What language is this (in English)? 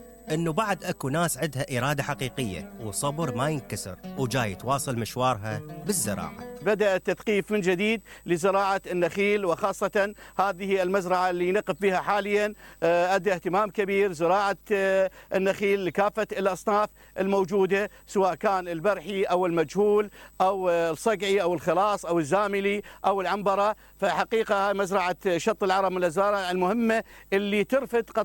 Mesopotamian Arabic